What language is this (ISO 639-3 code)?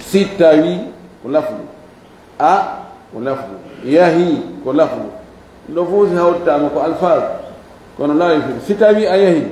ful